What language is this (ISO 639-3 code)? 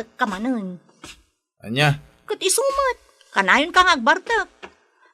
ilo